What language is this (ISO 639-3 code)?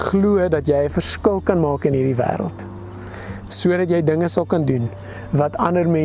afr